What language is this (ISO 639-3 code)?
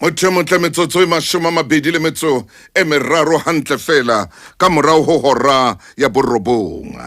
sot